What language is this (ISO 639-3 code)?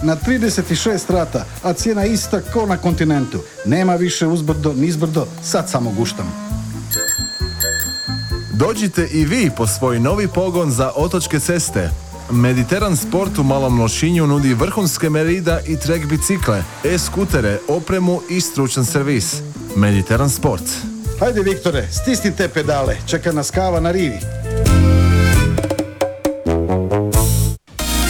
hrv